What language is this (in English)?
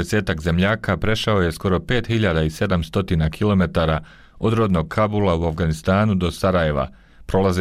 Bosnian